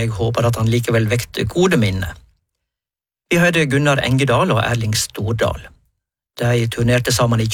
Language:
Norwegian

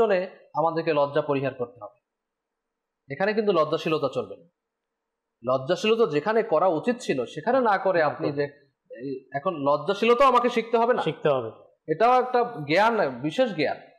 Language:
Bangla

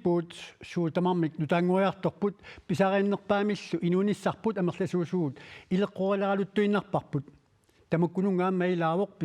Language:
Kalaallisut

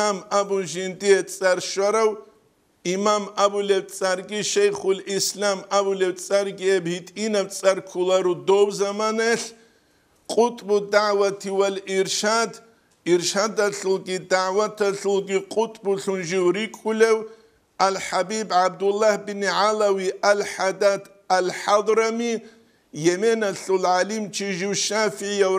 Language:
Avaric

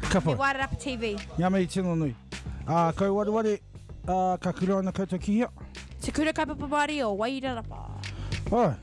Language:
Māori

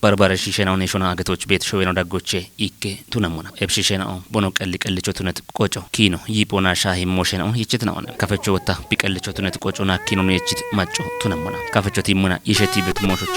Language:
Kafa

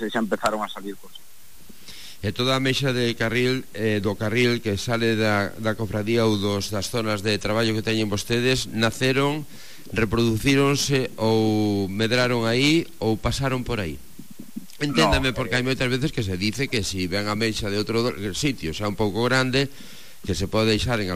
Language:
Galician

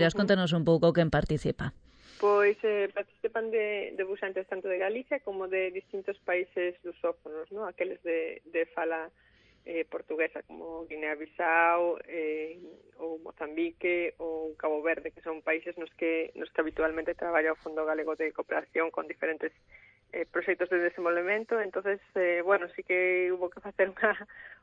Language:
Galician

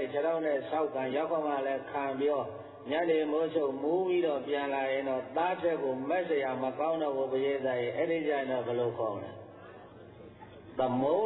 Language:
Burmese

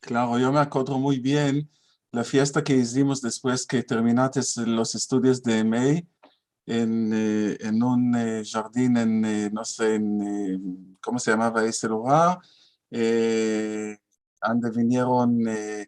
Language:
Ladino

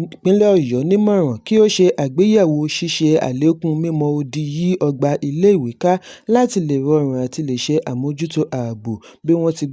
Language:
Yoruba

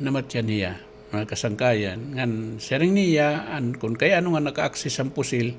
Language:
Waray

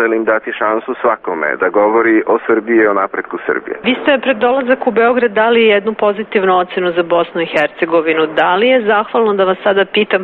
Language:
Serbian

